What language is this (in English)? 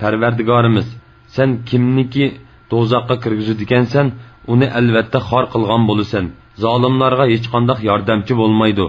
Uyghur